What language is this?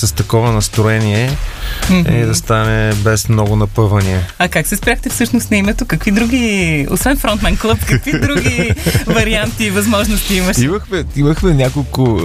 Bulgarian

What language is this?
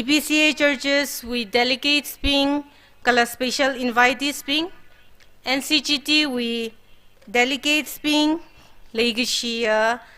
Tangkhul Naga (India)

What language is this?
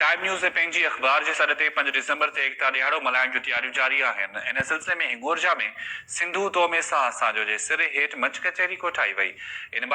Sindhi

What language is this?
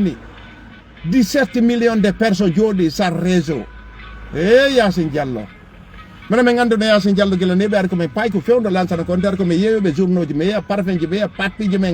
Fula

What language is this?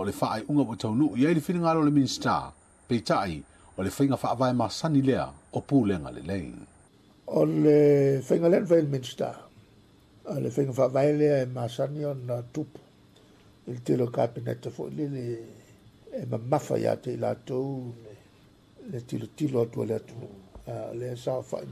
Samoan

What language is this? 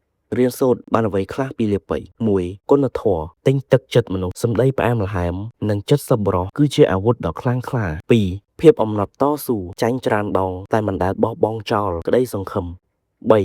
Khmer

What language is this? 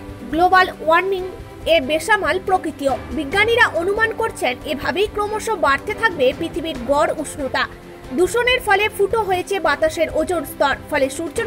Bangla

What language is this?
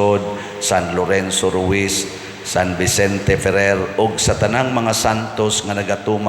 Cebuano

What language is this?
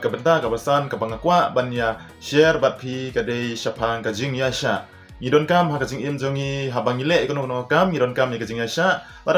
Khasi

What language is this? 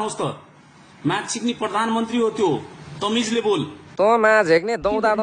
Nepali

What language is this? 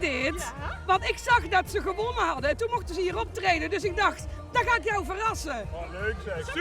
Limburgish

